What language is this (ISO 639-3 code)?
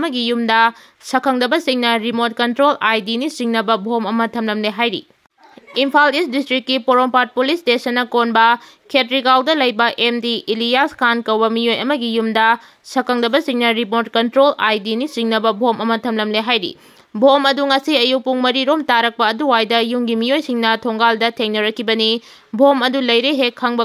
mni